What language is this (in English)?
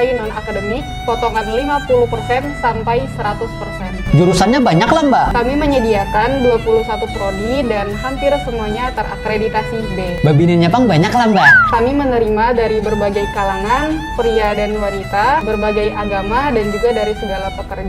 Banjar